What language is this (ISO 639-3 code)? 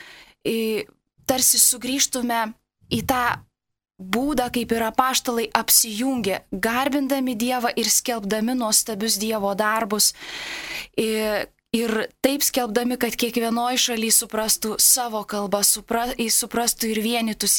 lit